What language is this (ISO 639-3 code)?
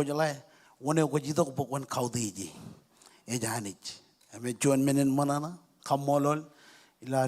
mah